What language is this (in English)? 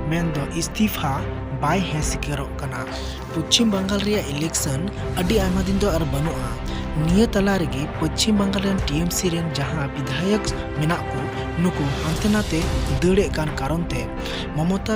Santali